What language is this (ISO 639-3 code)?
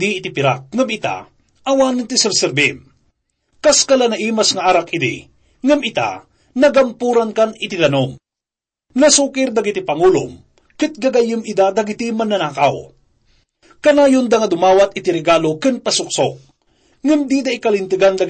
ilo